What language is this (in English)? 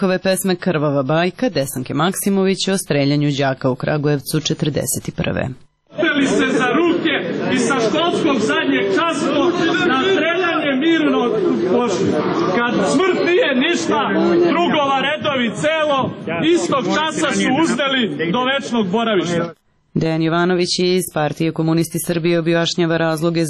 Serbian